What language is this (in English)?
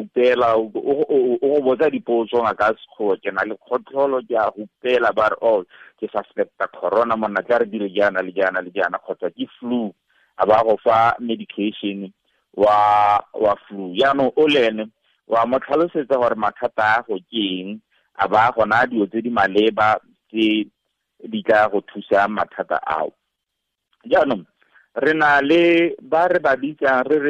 Tswana